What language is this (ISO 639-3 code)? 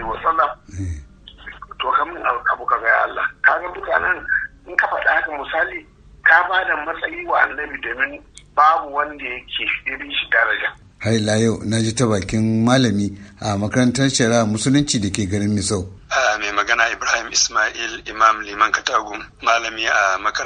hau